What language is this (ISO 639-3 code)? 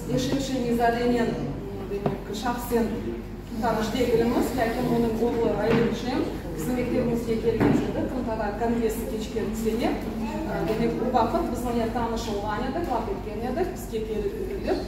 crh